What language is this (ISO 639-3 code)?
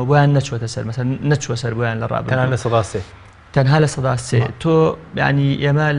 ckb